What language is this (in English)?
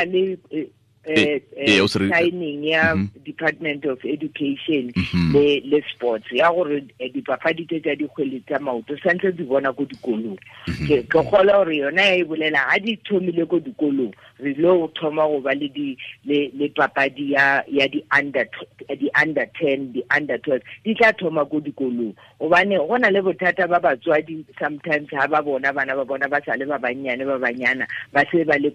Tswana